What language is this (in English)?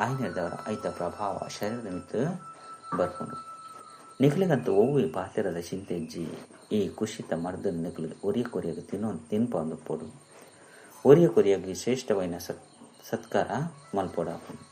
Tulu